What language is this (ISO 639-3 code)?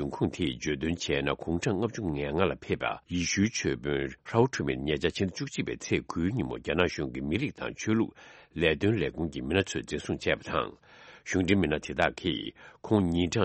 bod